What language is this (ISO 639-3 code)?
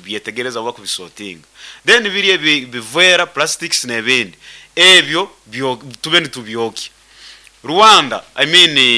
nyn